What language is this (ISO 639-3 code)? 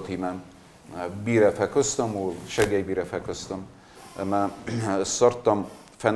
oss